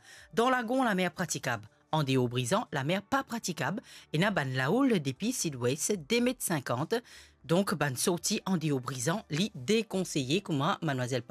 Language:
Morisyen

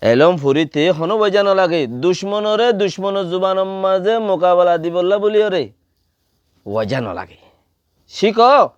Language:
Rohingya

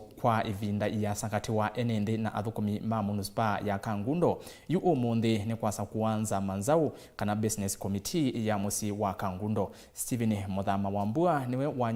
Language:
Kamba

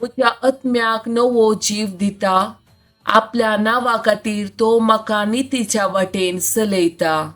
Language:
Konkani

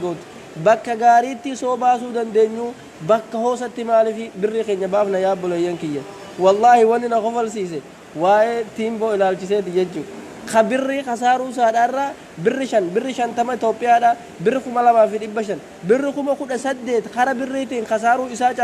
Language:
Oromo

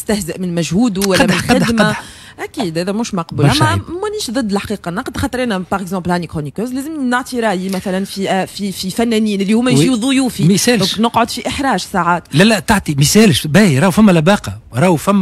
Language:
Tunisian Arabic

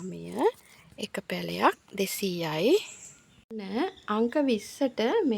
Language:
Sinhala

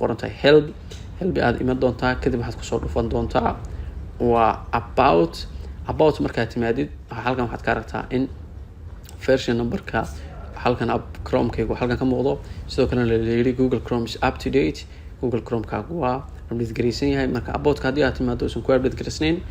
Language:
Somali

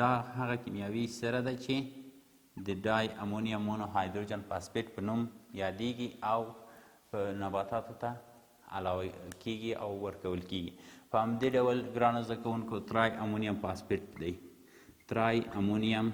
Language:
Pashto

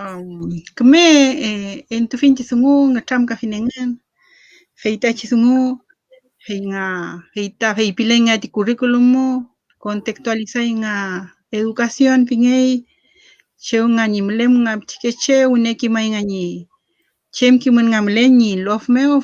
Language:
Mapuche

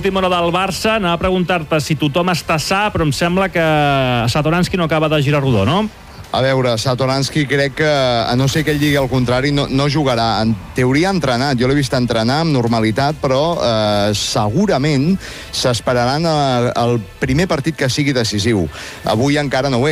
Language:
Catalan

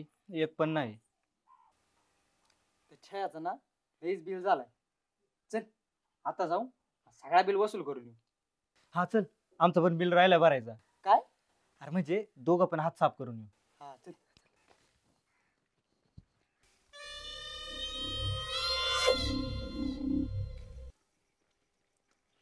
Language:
Marathi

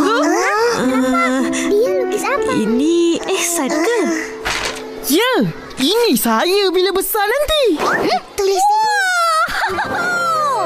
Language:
Malay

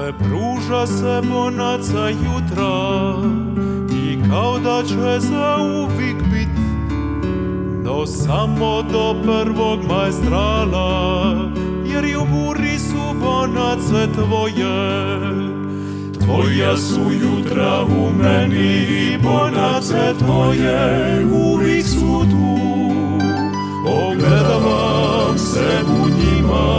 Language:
Croatian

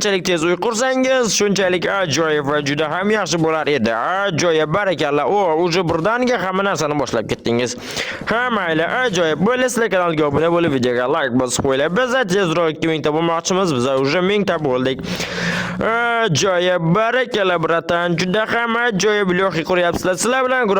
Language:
Uzbek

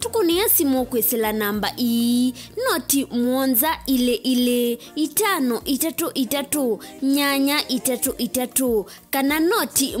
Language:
Kamba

